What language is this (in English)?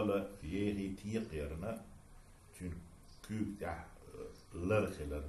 Chechen